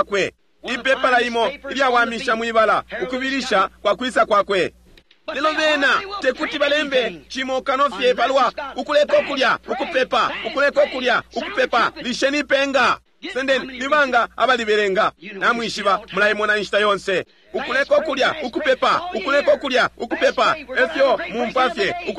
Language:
Bemba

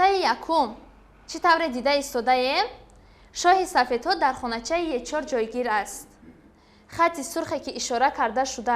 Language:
Tajik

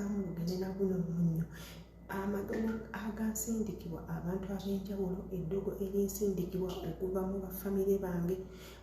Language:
Ganda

